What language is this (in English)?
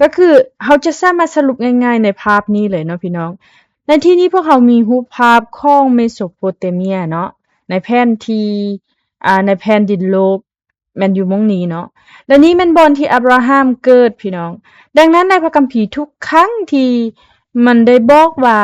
Lao